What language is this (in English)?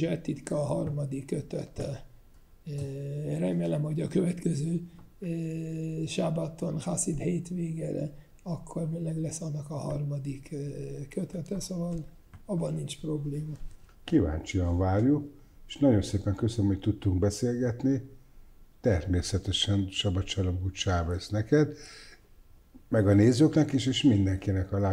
Hungarian